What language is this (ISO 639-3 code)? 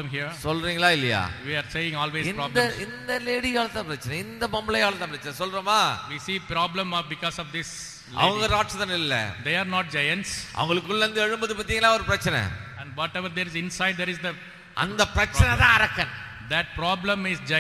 tam